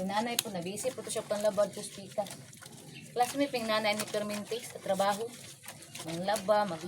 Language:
Cebuano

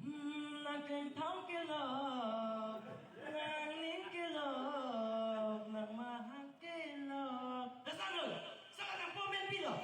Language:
Karbi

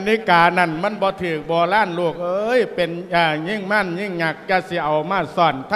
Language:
Lao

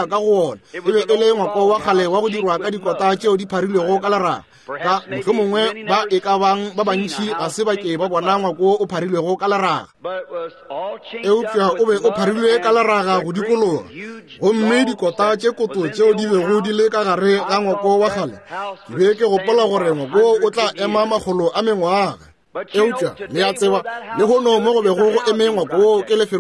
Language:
Northern Sotho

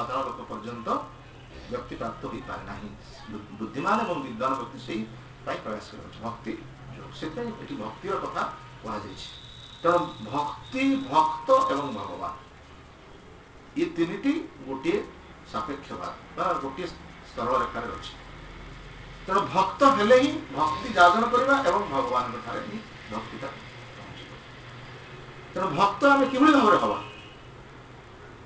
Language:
Odia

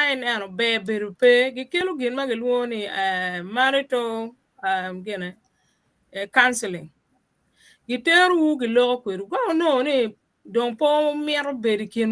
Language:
Acoli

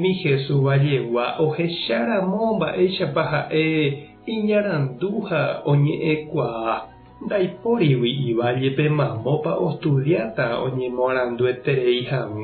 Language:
Guarani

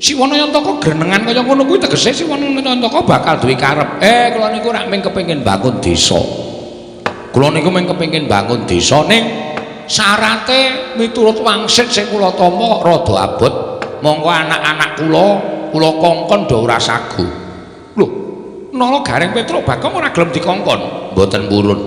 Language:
Javanese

